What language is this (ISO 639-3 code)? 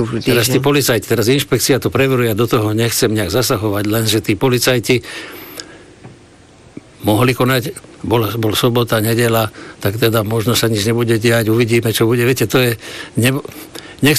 slk